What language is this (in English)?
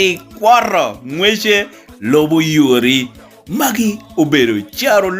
Lango (Uganda)